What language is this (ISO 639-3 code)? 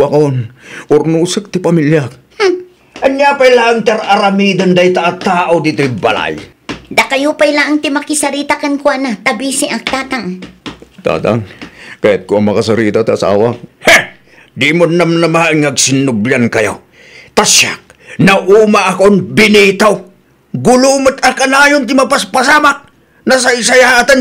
ilo